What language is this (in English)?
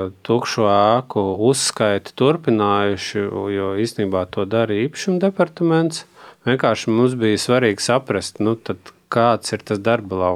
Latvian